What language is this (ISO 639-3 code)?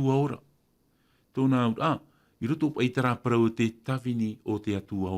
tah